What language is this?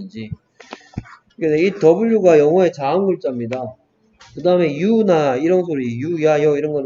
Korean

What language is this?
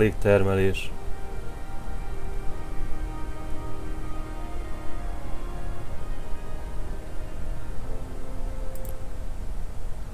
Hungarian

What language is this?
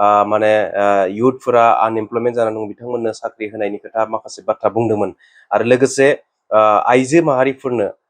Bodo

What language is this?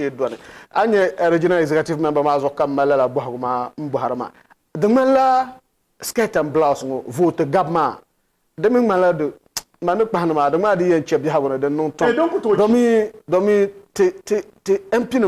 Dagbani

